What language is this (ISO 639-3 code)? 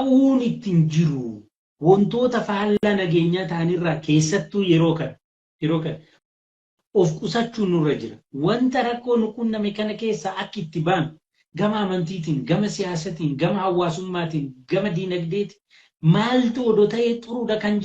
orm